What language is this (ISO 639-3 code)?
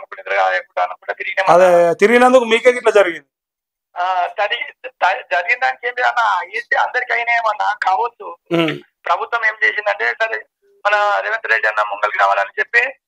tel